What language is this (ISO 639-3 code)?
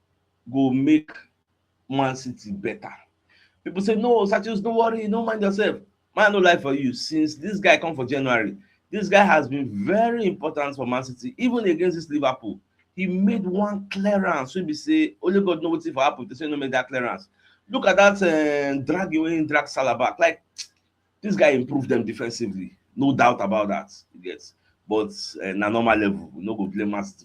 pcm